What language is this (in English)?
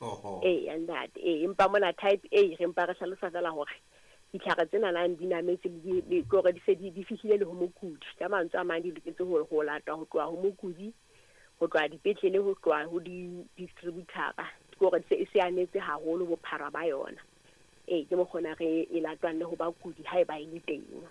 Southern Sotho